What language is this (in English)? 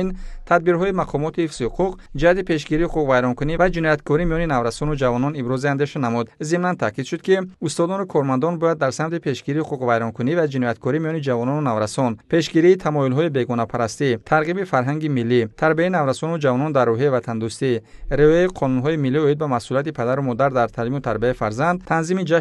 Tajik